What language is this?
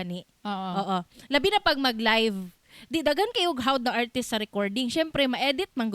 Cebuano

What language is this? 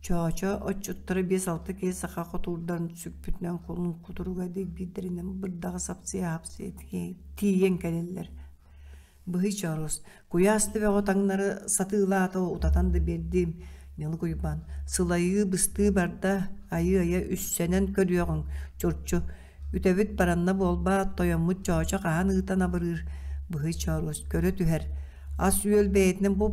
Yakut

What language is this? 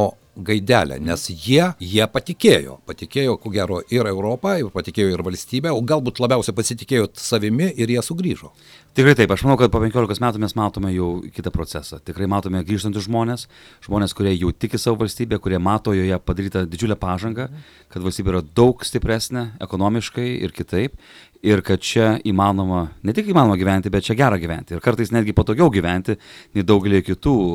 Lithuanian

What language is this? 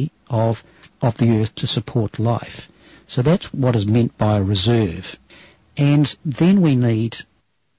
English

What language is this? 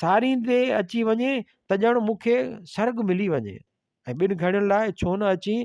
Sindhi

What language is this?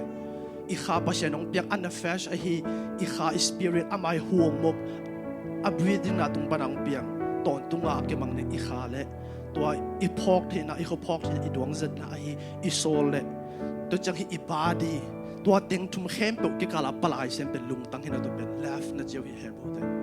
Tedim Chin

